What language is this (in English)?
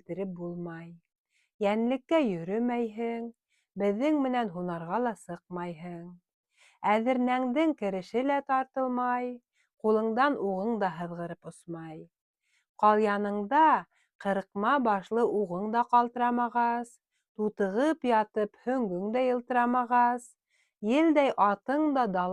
Bashkir